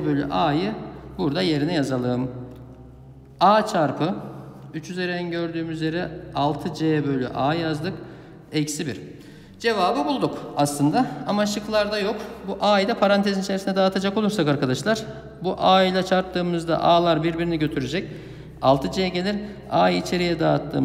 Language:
Turkish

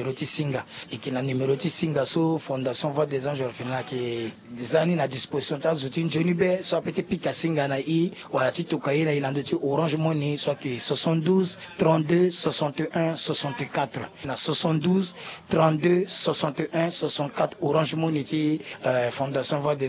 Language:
Sango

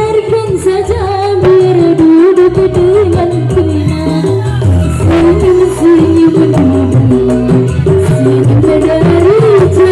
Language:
Betawi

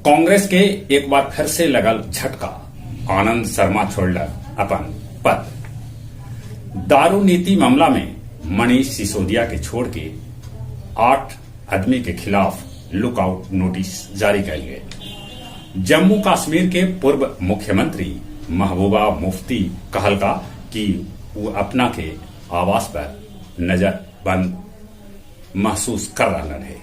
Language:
Magahi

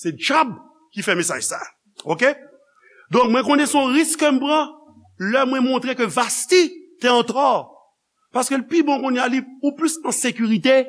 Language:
Haitian Creole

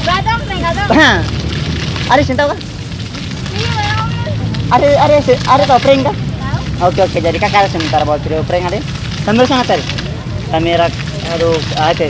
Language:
Ambonese Malay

